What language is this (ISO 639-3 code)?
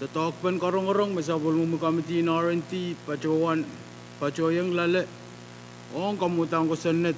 pon